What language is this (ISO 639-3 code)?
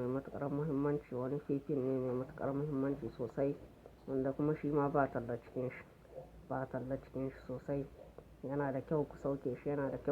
hau